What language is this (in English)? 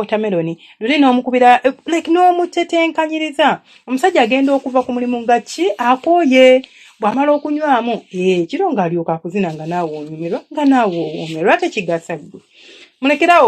Ganda